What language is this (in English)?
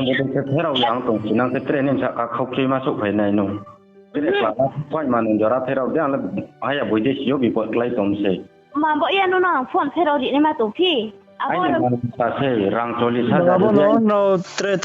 Riang (India)